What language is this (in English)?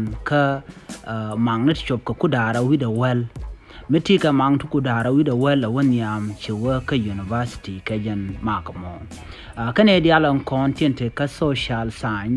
Nuer